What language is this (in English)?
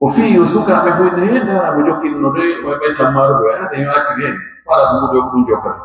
Pular